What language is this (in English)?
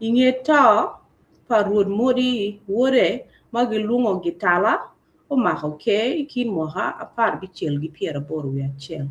Acoli